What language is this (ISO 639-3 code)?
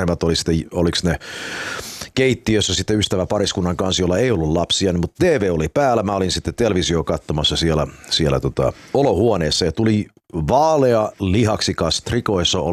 fin